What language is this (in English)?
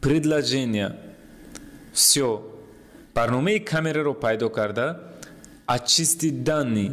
Tajik